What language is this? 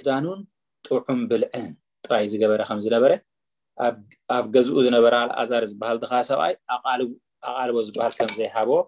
Tigrinya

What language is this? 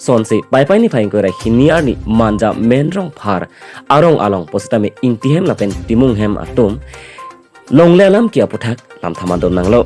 Karbi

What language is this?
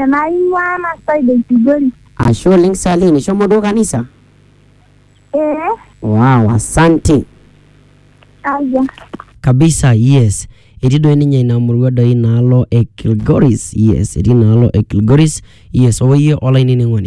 Masai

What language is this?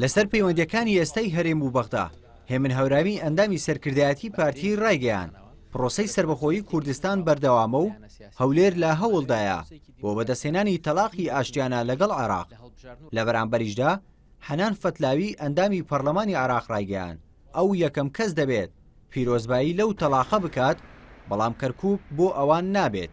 Central Kurdish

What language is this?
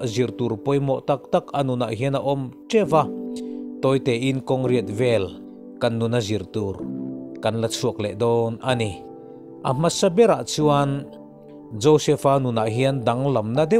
Mizo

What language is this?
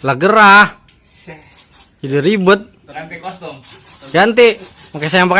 Betawi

